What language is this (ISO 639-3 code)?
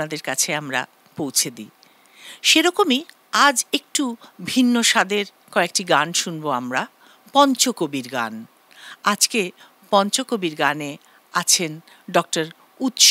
ben